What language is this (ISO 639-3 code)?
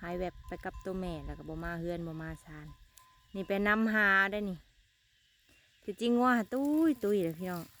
lao